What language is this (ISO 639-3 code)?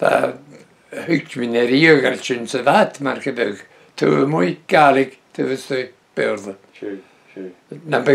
bre